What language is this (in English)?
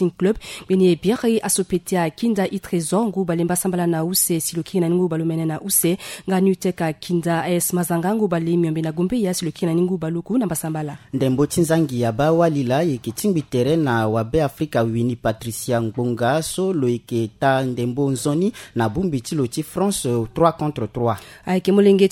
Sango